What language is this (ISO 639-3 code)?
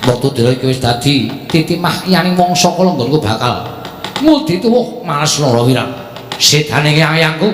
jav